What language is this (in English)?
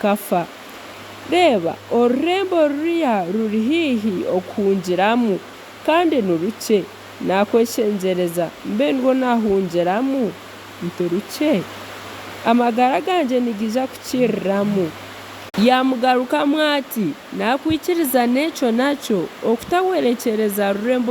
Nyankole